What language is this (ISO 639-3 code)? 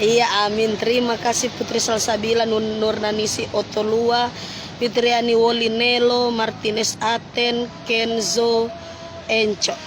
xmm